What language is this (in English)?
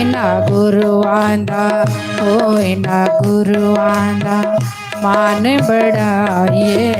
Dogri